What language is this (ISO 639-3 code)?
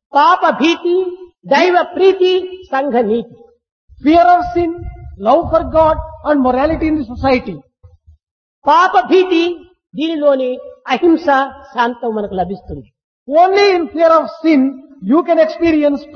tel